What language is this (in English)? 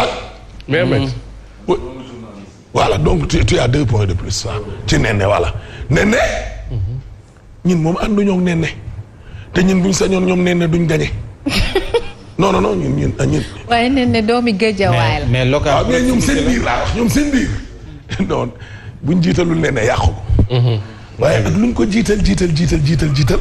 Wolof